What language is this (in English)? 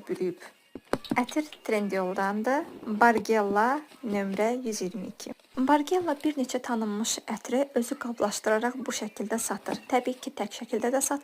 Azerbaijani